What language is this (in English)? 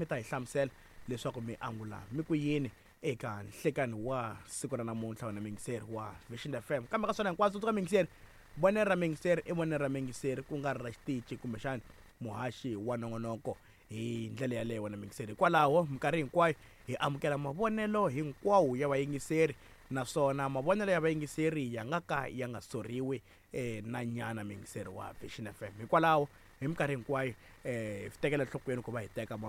Tsonga